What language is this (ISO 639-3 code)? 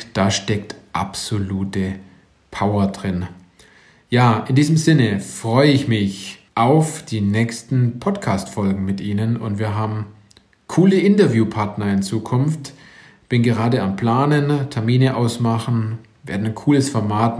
deu